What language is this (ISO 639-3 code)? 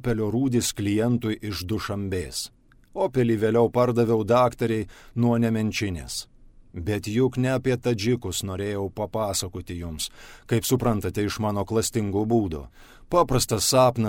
lit